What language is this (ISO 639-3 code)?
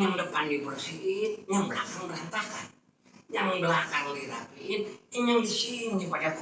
bew